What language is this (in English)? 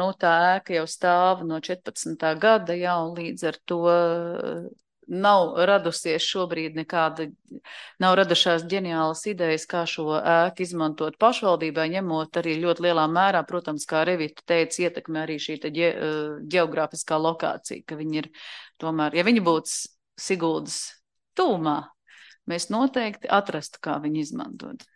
Latvian